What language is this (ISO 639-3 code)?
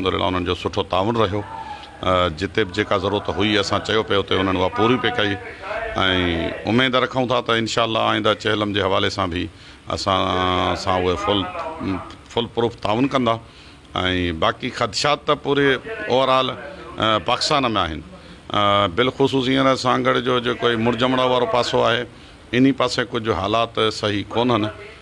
snd